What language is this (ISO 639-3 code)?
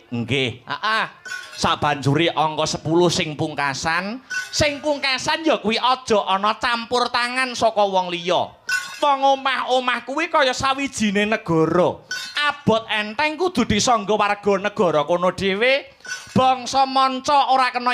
jav